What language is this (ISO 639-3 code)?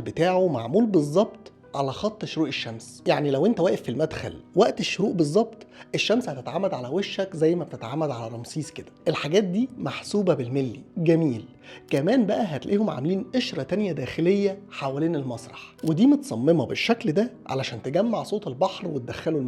arz